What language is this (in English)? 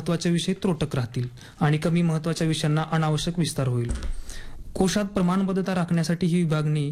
Marathi